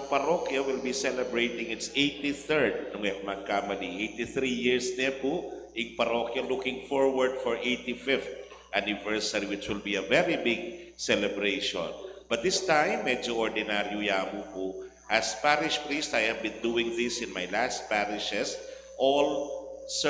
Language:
Pampanga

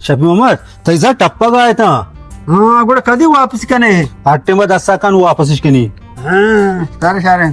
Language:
Baluchi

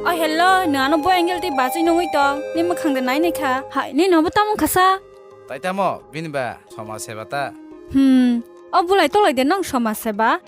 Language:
Kok Borok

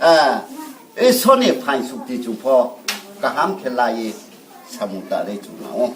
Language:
Riang (India)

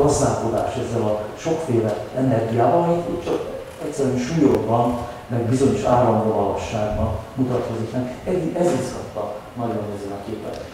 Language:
Hungarian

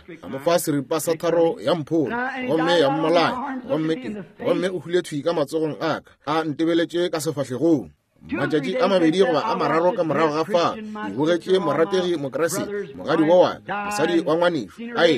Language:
Northern Sotho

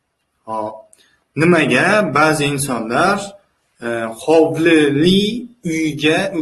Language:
Uzbek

